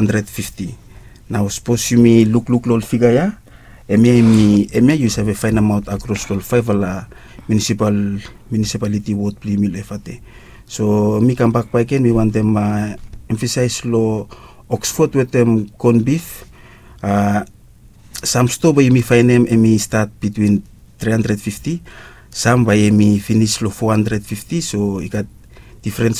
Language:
Bislama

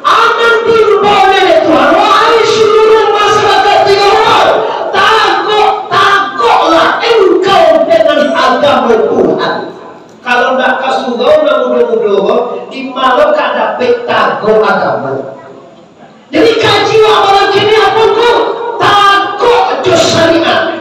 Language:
Minangkabau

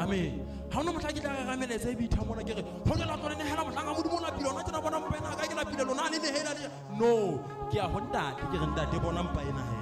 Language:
Southern Sotho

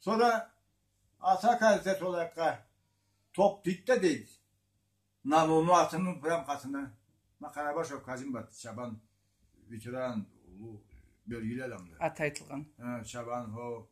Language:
Karachay-Balkar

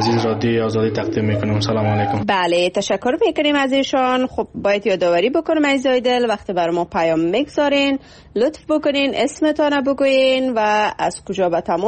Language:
Persian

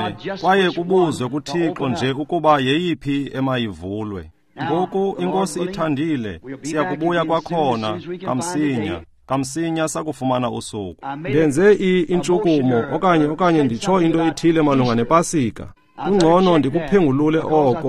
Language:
Xhosa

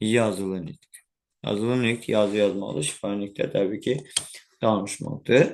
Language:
Azerbaijani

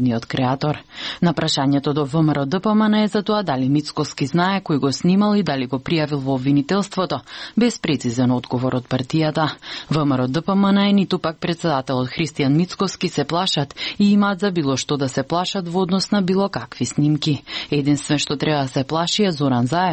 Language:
Macedonian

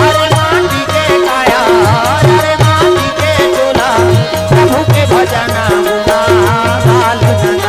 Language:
Chhattisgarhi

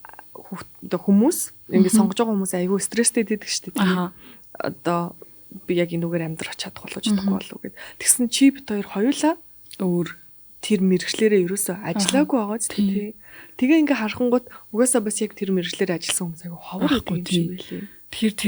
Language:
Mongolian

